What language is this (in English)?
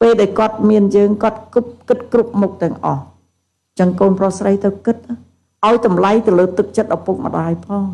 Khmer